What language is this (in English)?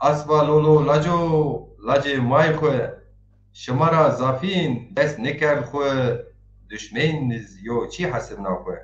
Zaza